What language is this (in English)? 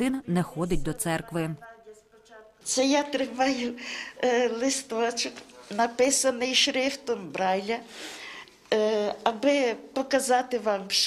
Ukrainian